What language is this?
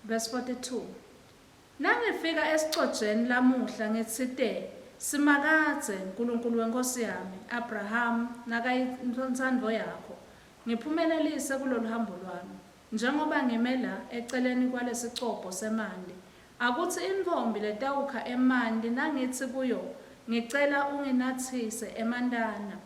Swati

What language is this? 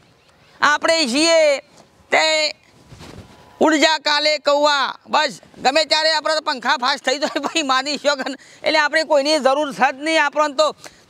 Gujarati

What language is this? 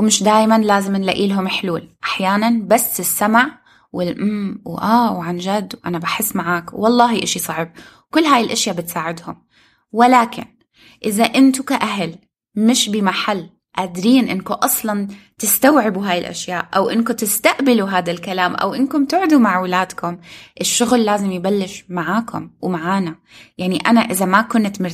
North Levantine Arabic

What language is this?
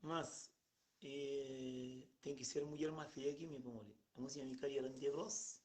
Kabuverdianu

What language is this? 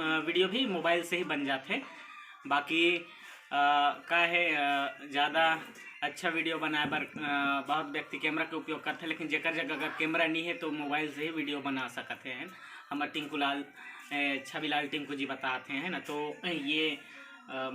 Chhattisgarhi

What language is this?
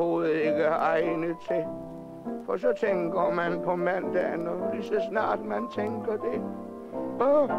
Danish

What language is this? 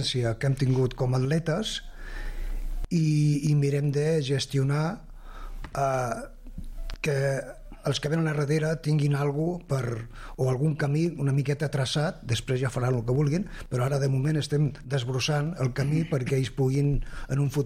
Catalan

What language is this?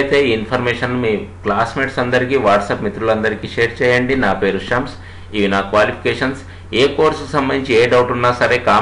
Telugu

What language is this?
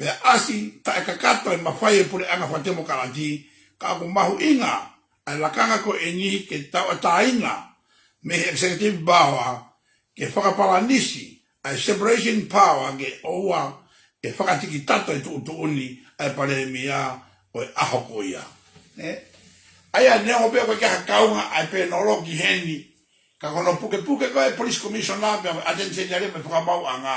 Tongan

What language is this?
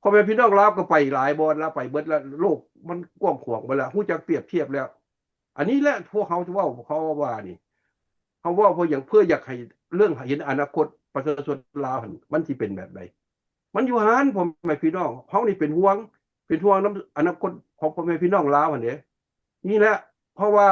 Lao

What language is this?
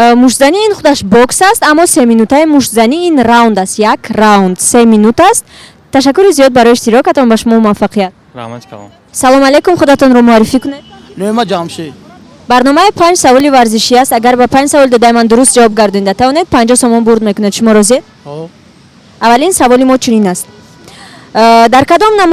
Tajik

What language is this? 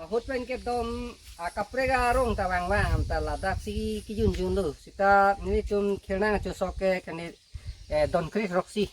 Karbi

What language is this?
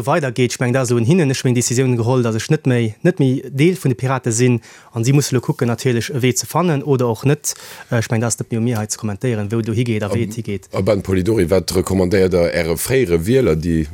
Luxembourgish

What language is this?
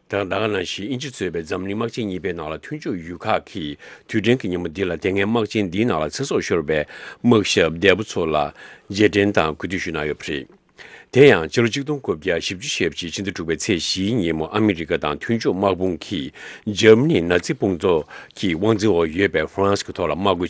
Tibetan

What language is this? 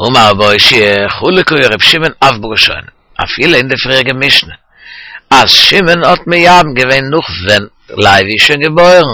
Yiddish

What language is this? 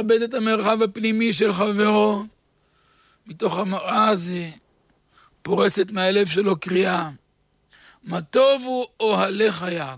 Hebrew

